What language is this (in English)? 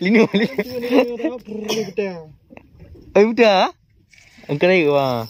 Achinese